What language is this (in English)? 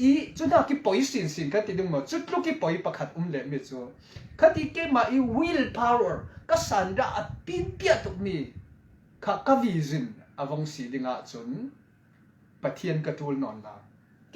Falam Chin